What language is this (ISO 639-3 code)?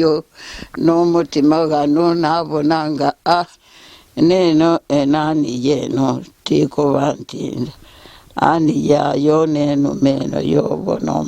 lug